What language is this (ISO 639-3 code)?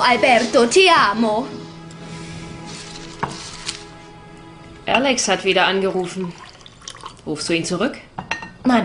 deu